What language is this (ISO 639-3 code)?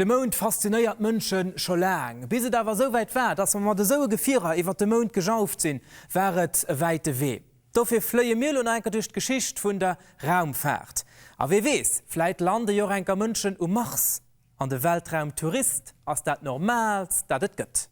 ltz